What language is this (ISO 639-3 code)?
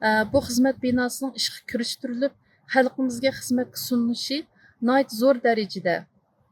uig